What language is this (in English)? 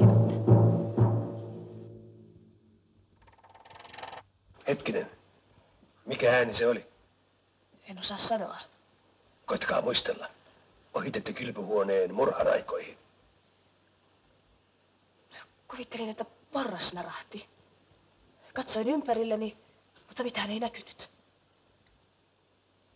Finnish